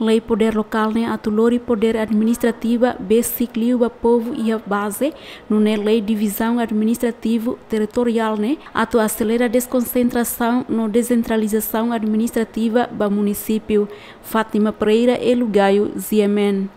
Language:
Tetum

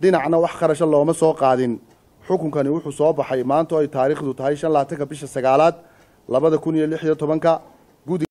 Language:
Somali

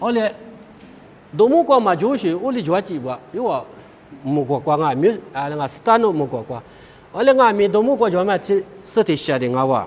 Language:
Lisu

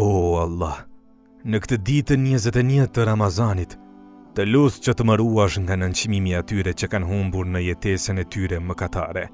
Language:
Albanian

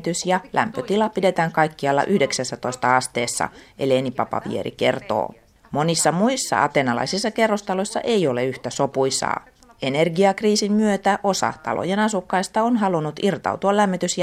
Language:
Finnish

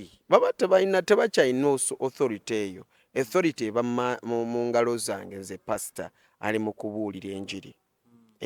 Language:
Ganda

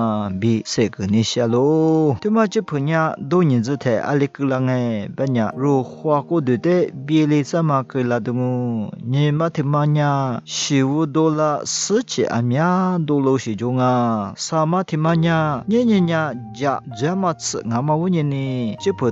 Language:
Lisu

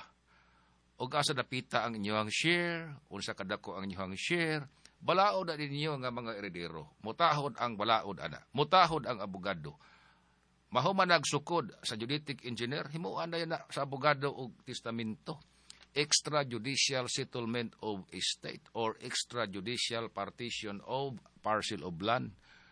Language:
Cebuano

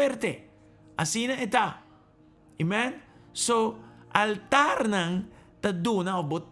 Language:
Papiamento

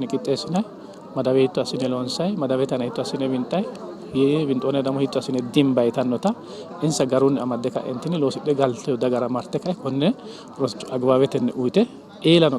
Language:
Sidamo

